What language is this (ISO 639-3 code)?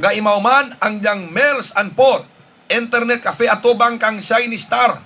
hil